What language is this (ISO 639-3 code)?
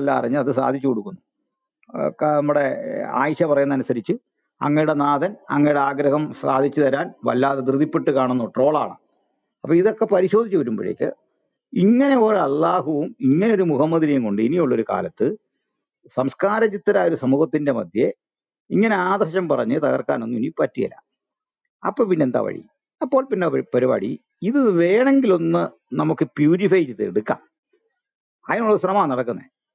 mal